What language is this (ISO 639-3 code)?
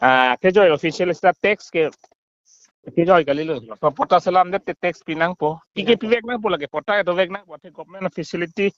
mjw